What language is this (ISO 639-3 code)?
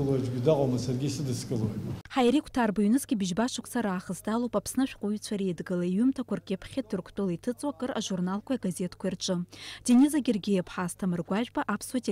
abk